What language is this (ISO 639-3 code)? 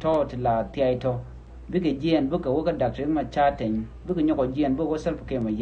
nus